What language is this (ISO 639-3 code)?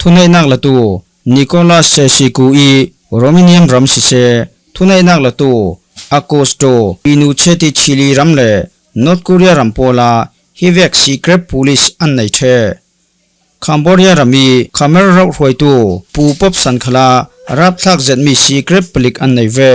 cfm